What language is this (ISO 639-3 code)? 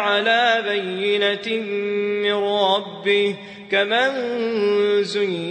mrw